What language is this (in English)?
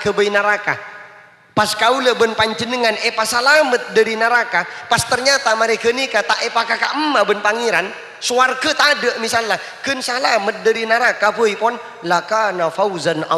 Madurese